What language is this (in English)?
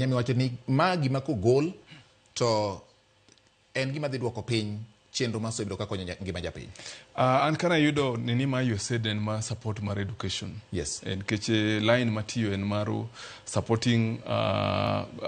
Luo (Kenya and Tanzania)